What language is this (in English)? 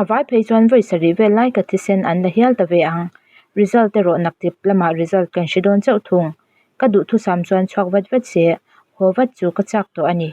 Mizo